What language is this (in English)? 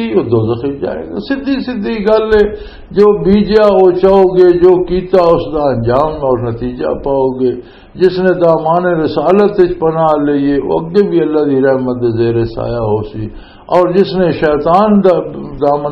Western Panjabi